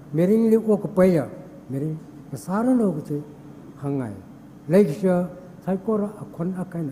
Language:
Tangkhul Naga (India)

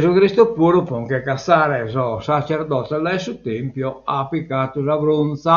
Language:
Sardinian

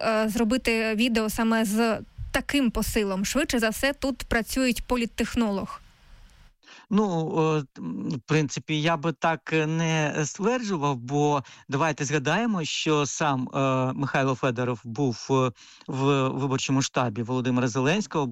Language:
Ukrainian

